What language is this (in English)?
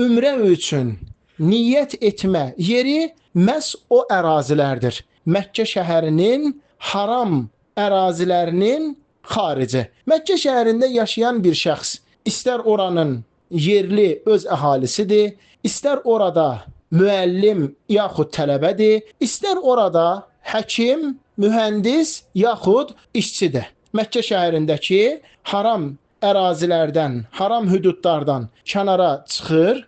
Azerbaijani